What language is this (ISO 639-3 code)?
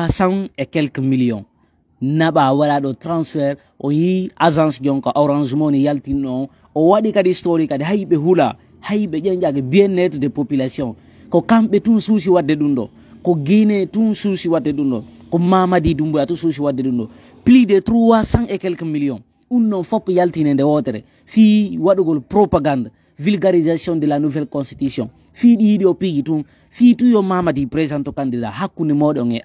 ful